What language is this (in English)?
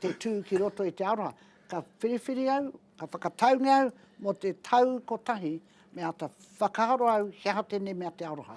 Māori